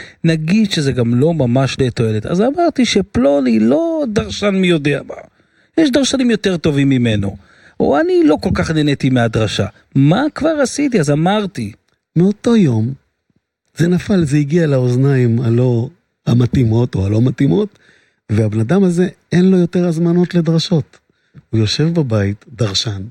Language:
Hebrew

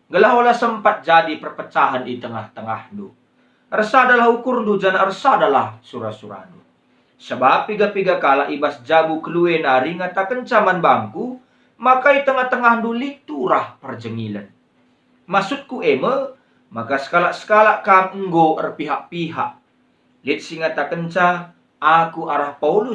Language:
Batak Karo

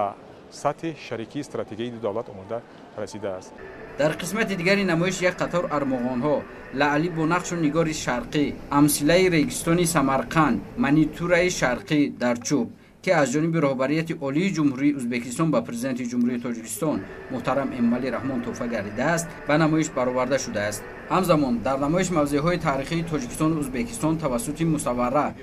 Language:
Tajik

